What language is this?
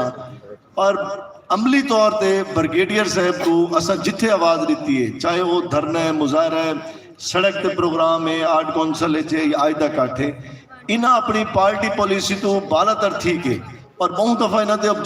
Saraiki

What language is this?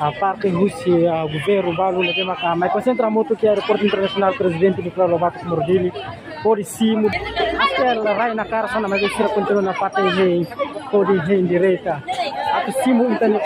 Tetum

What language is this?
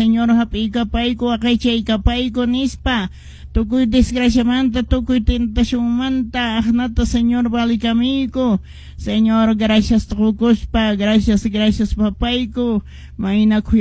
Quechua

